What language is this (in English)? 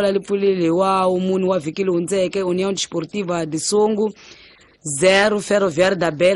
Tsonga